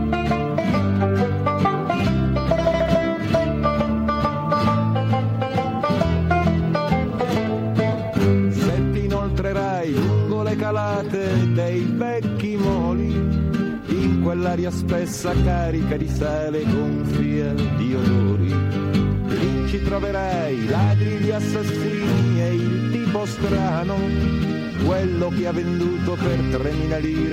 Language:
Italian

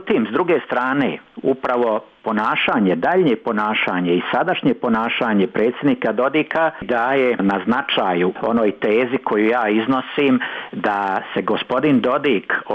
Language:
Serbian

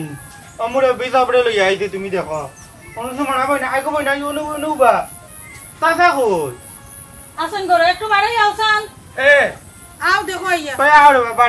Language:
Sylheti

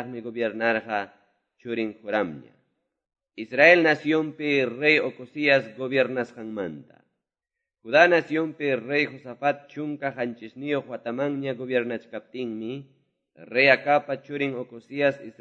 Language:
Quechua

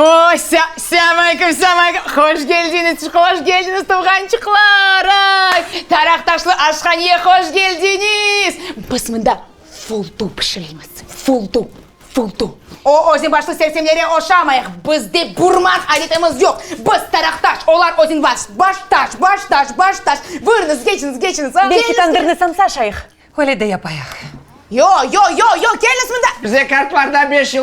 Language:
Crimean Tatar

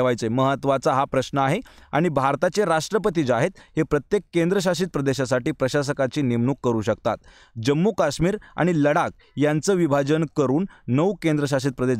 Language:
Marathi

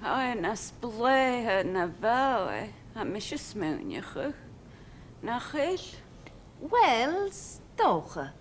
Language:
Scottish Gaelic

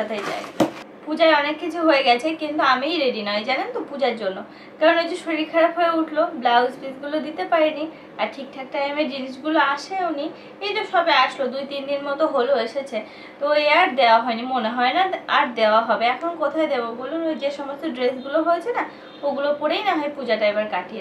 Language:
Bangla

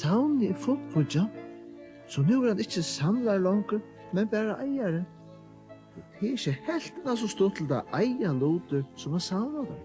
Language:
Faroese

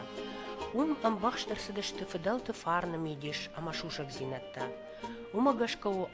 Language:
Ossetic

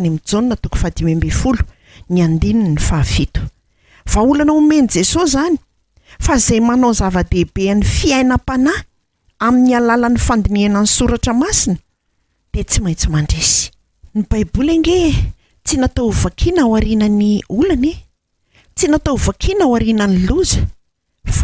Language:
Malagasy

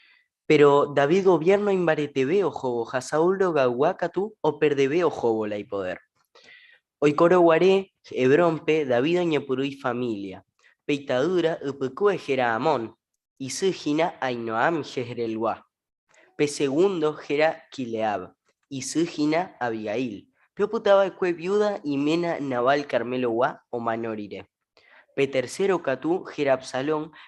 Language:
Guarani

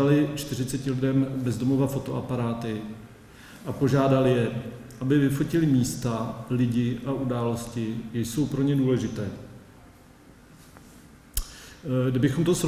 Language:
Czech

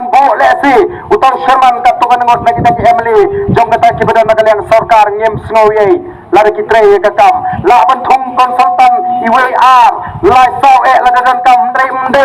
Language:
Khasi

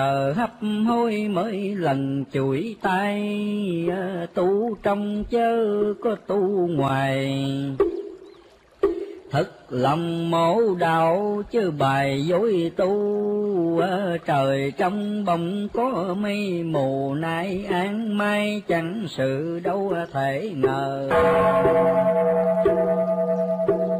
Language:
Vietnamese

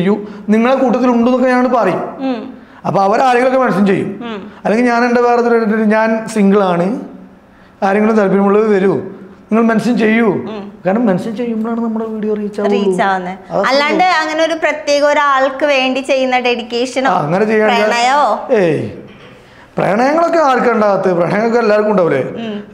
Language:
Malayalam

